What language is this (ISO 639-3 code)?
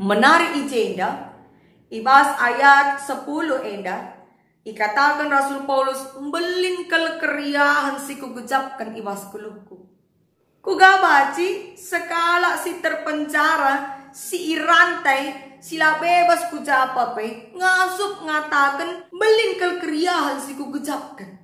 btx